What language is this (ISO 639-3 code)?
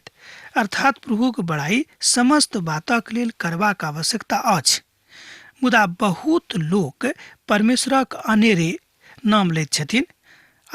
mai